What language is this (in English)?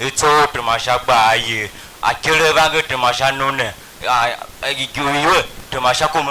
Tiv